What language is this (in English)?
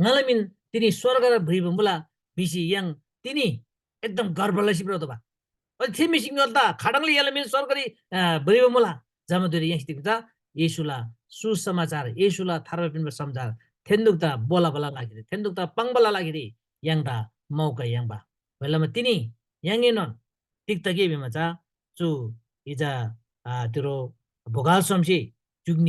Eastern Tamang